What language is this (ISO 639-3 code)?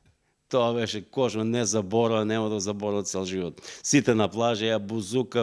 mkd